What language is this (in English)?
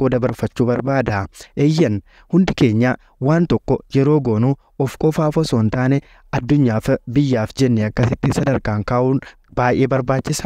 Oromo